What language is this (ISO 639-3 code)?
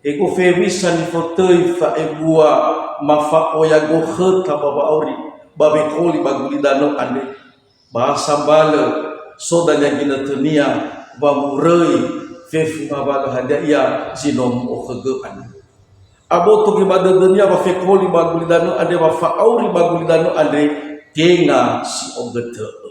nia